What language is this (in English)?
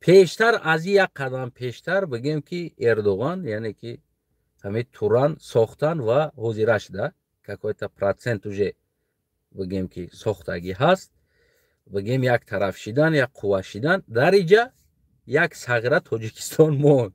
Tajik